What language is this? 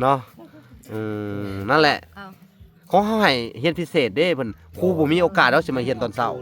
Lao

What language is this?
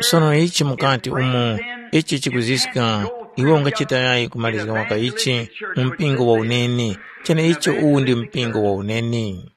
Tumbuka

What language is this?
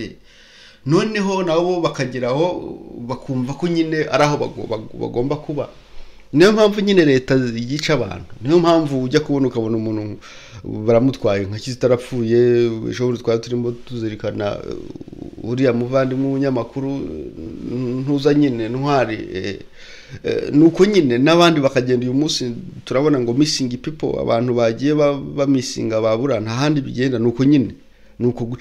Kinyarwanda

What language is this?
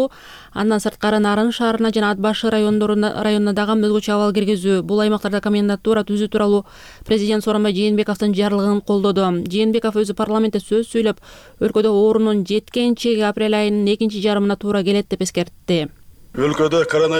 Kyrgyz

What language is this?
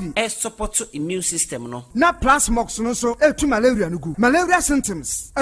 Akan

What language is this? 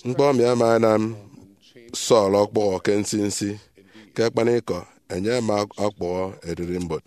Efik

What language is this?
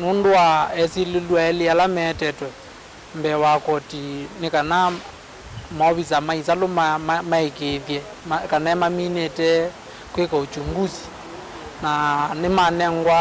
Kamba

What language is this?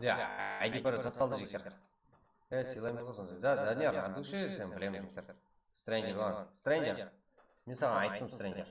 Kara-Kalpak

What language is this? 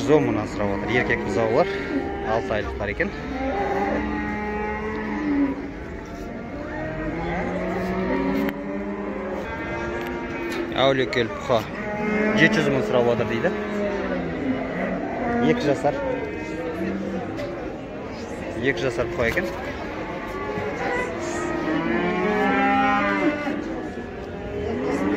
Kazakh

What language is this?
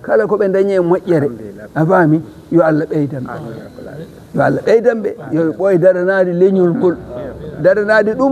Fula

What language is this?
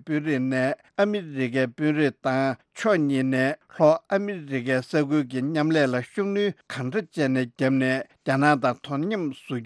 Tibetan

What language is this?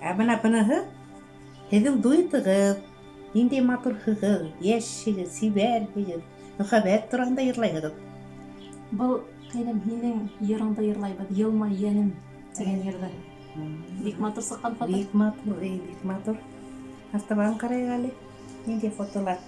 Bashkir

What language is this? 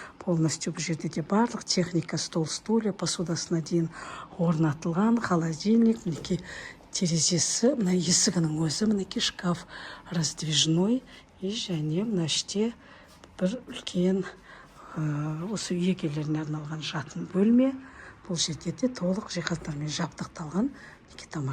Kazakh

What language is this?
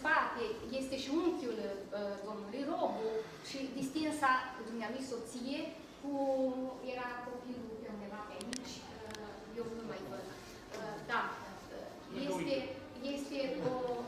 Romanian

